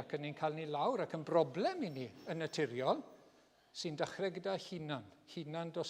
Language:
Welsh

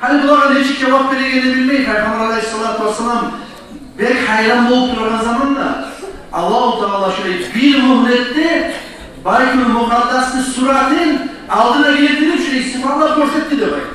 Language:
Kumyk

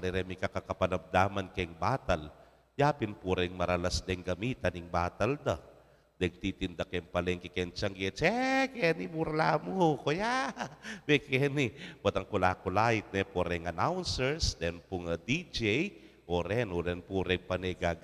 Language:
Pampanga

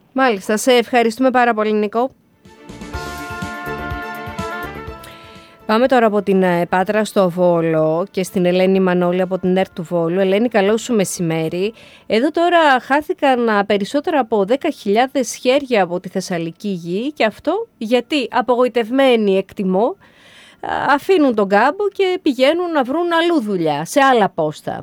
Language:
Greek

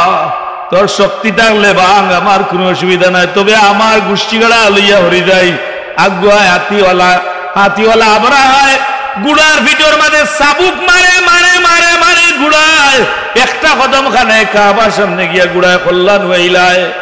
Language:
Sylheti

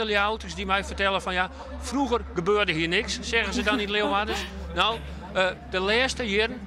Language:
Western Frisian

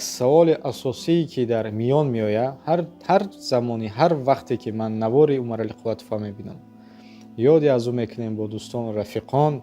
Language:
Tajik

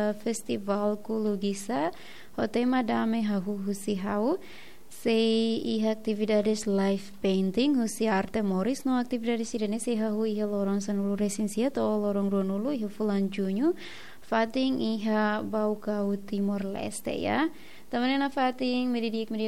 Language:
Tetum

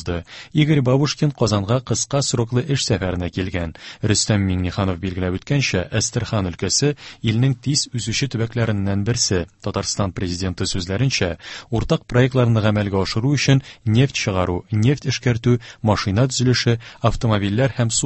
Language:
Tatar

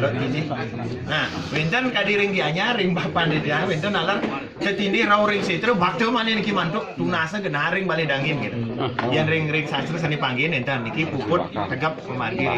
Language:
Balinese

